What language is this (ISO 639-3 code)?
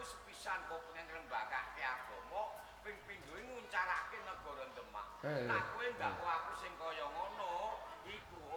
jav